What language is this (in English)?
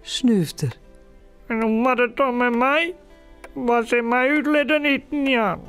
Western Frisian